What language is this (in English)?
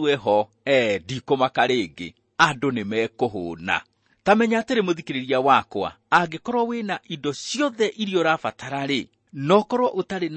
Kikuyu